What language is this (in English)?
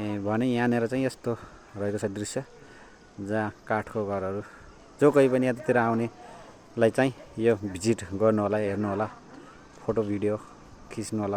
Nepali